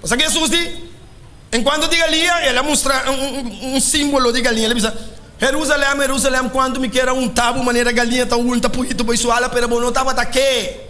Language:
Papiamento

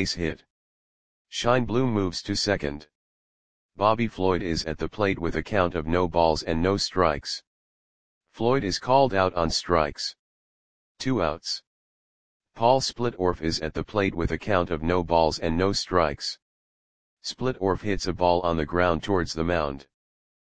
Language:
English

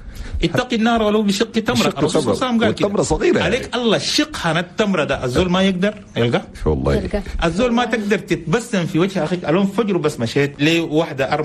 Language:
Chadian Arabic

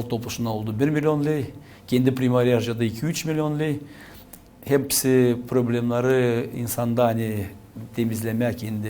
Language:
Gagauz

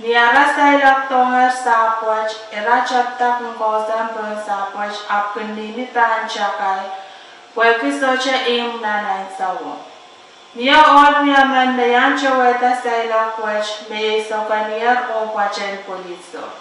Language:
Pohnpeian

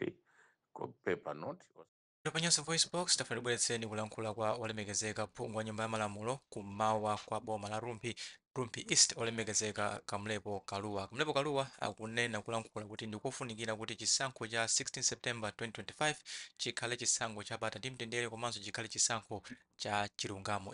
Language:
Nyanja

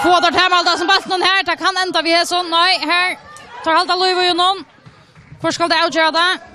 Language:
Faroese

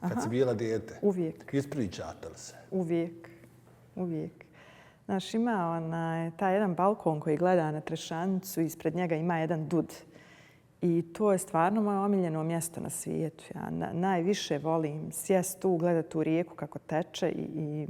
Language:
Bosnian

